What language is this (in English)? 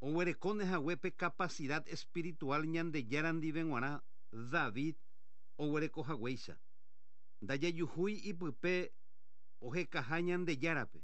Guarani